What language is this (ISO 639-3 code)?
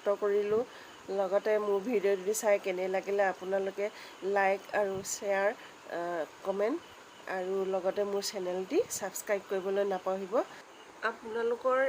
asm